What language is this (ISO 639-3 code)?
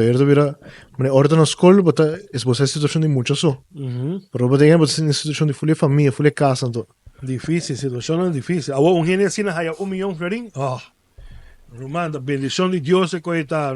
pap